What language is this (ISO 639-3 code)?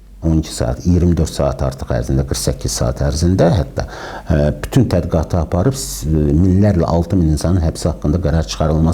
aze